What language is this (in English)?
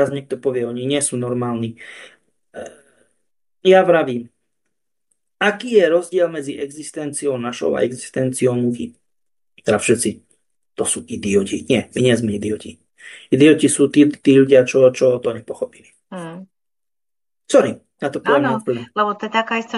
Slovak